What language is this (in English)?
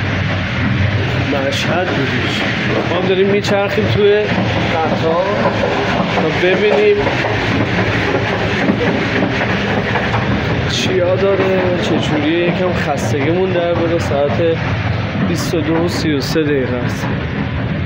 Persian